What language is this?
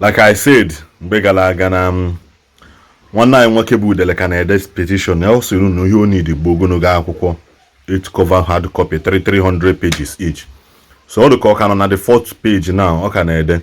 Igbo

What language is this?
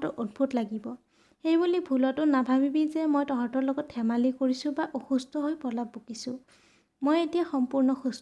Assamese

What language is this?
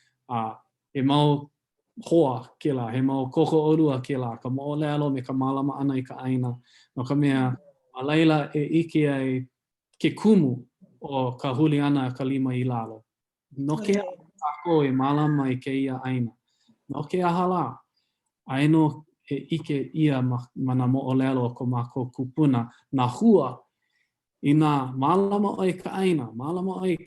Hawaiian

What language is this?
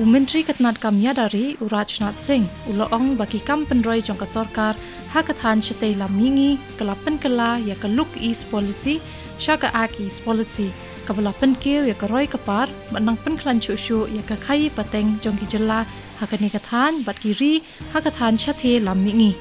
Khasi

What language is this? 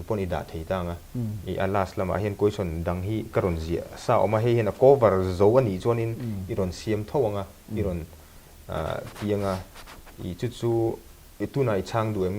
Mizo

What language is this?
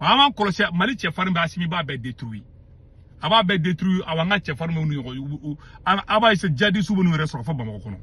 Bambara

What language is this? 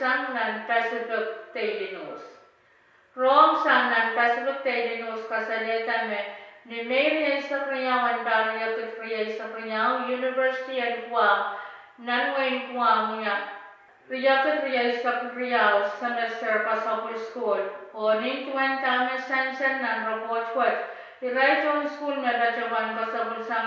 Pohnpeian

